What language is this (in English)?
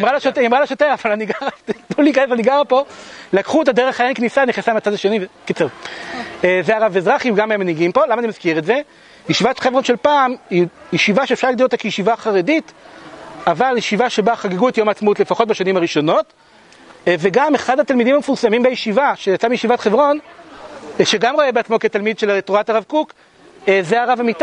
Hebrew